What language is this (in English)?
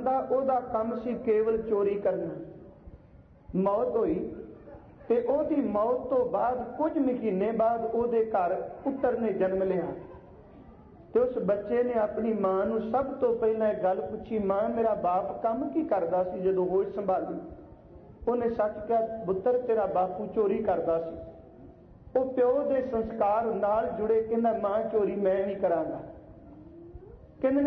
Punjabi